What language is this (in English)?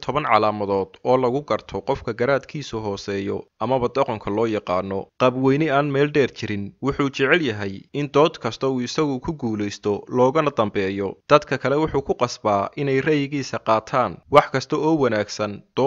Somali